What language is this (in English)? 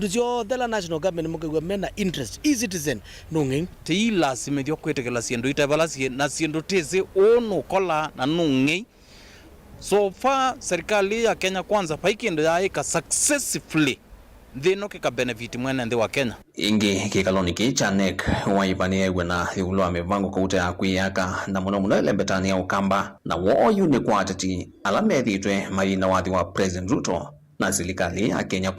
Kamba